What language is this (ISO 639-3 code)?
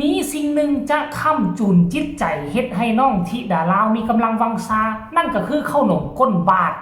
tts